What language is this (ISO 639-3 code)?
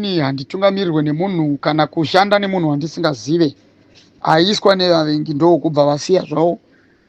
sna